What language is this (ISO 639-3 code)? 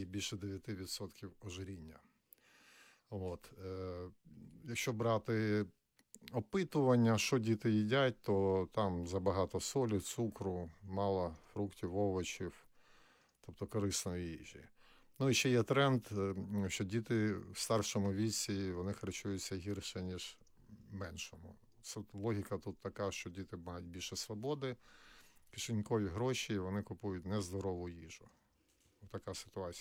ukr